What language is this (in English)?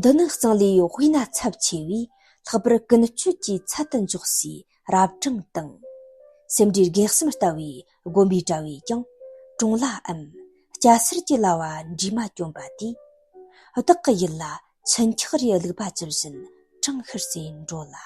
Tibetan